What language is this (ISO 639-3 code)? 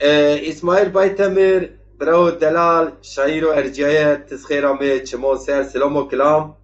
zza